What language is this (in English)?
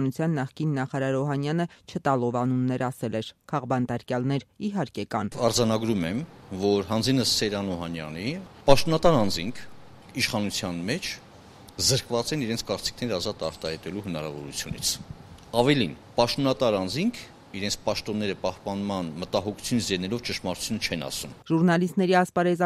Armenian